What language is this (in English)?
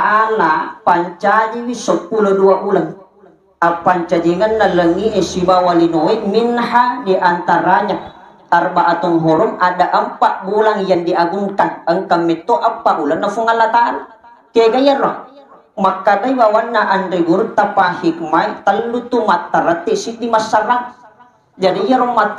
Buginese